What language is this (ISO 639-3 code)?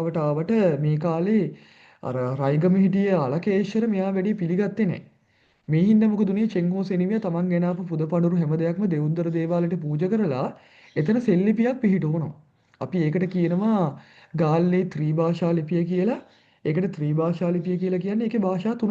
sin